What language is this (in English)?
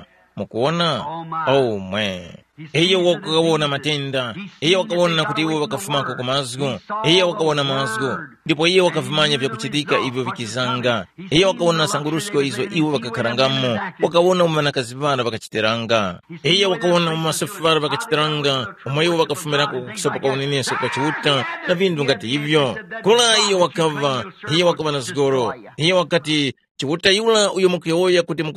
Tumbuka